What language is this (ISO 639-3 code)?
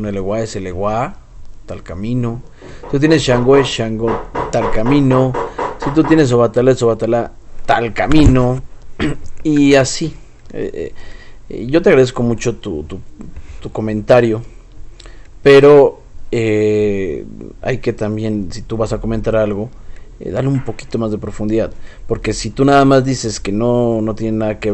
spa